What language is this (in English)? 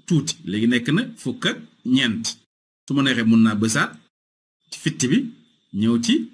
Wolof